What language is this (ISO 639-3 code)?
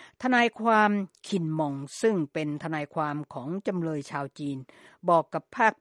tha